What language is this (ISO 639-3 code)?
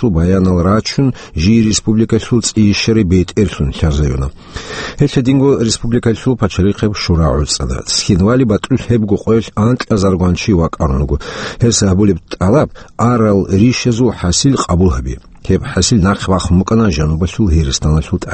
ava